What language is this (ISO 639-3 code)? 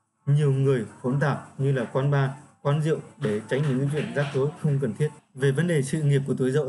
vie